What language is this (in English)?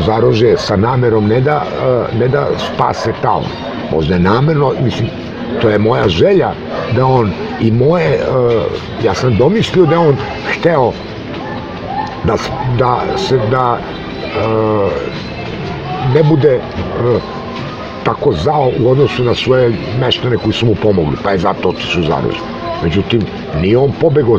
Serbian